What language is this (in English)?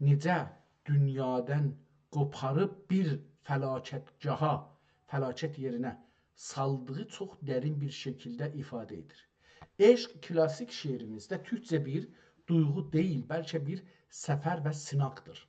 South Azerbaijani